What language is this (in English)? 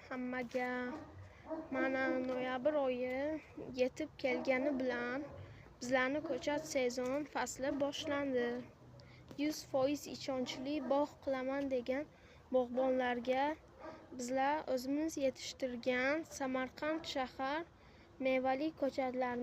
Uzbek